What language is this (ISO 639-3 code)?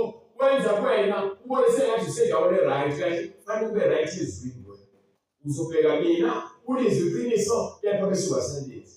zul